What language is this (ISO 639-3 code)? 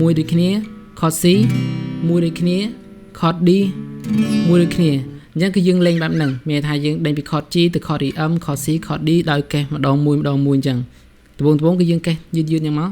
khm